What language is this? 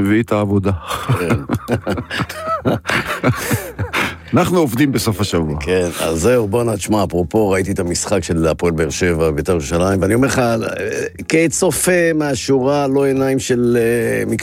Hebrew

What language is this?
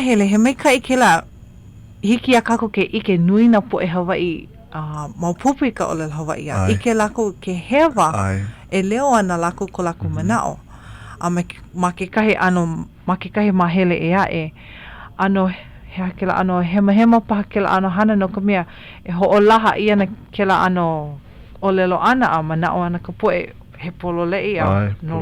Hawaiian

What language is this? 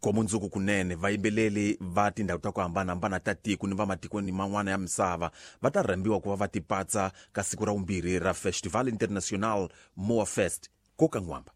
Tsonga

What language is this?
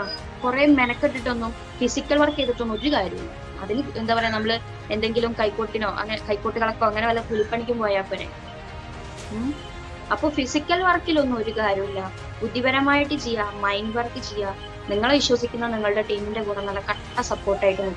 Malayalam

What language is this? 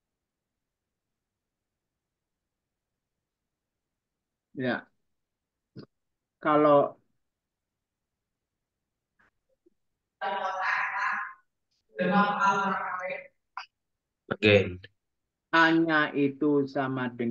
Indonesian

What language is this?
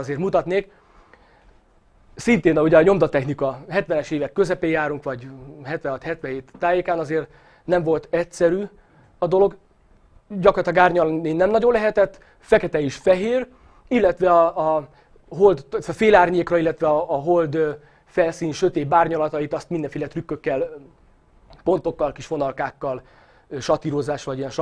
Hungarian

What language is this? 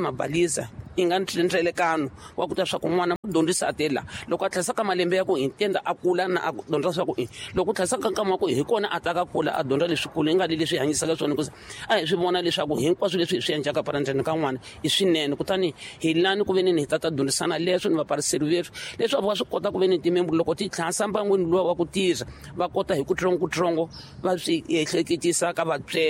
Tsonga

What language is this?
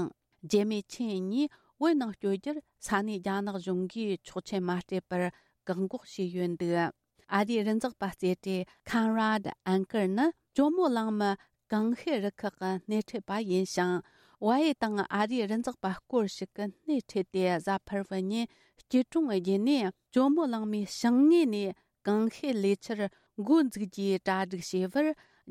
Tibetan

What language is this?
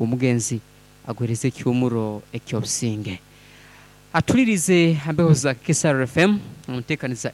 Nyoro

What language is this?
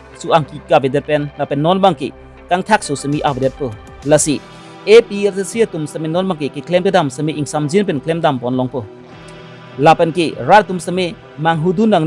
Karbi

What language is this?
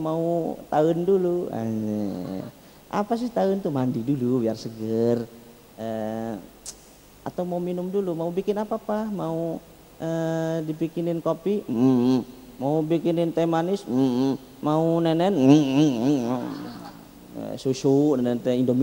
Indonesian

